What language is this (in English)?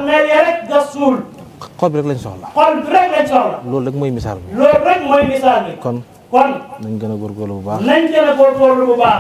Wolof